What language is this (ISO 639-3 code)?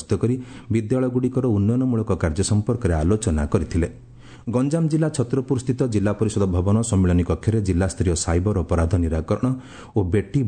ori